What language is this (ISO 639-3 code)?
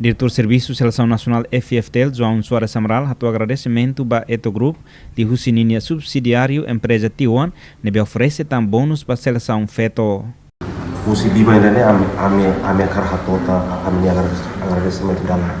tet